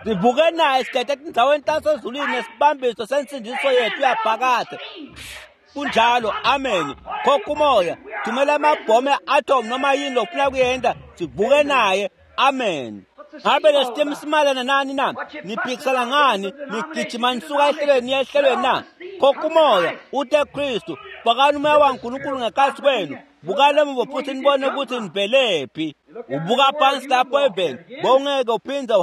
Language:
Swati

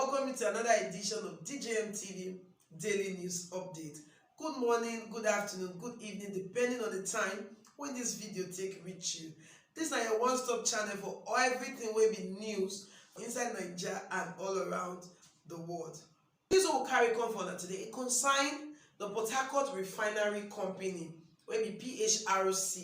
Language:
Nigerian Pidgin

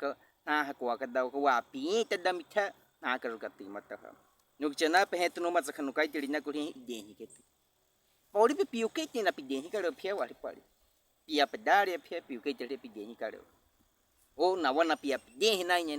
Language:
Baniwa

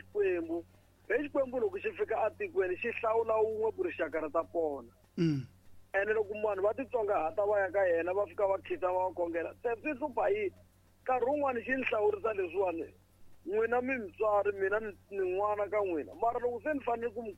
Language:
Tsonga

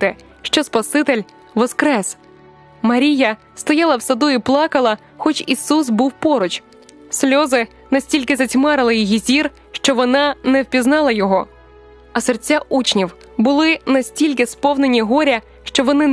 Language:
Ukrainian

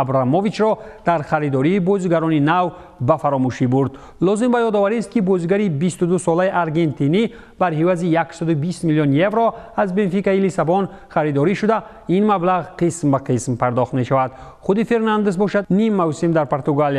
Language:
Tajik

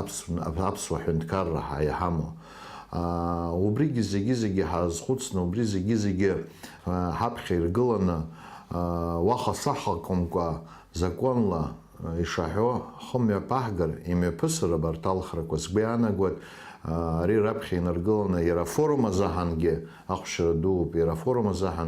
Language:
Abkhazian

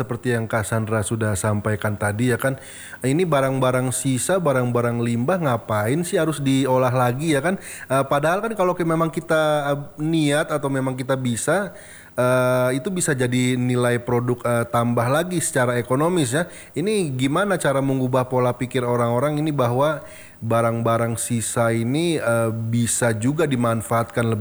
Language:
Indonesian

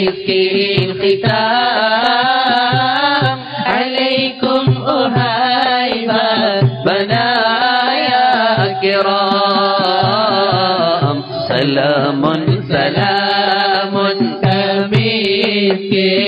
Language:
Malayalam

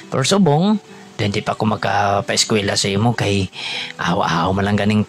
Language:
Hiligaynon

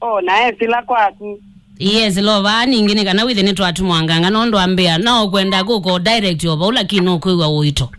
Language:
Kamba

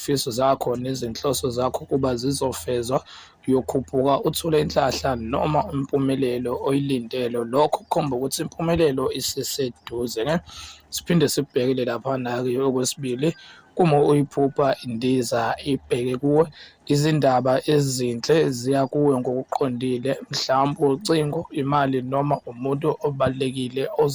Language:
Zulu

